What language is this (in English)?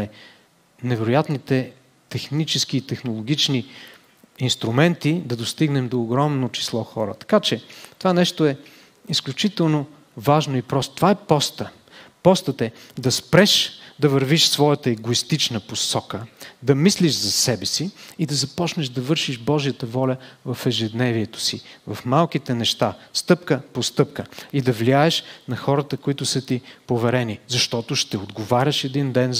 Bulgarian